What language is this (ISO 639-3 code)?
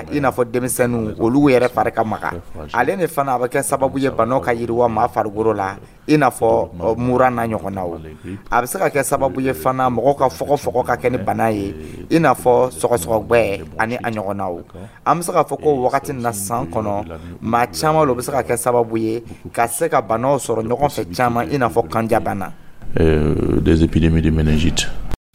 dyu